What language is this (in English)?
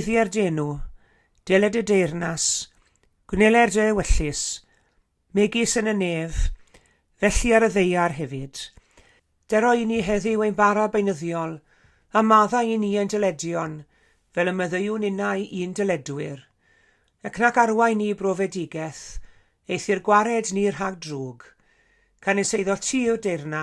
Welsh